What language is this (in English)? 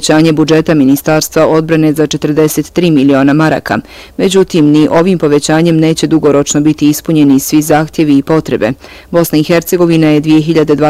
Bosnian